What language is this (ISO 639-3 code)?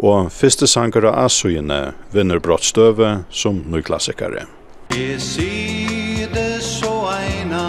fao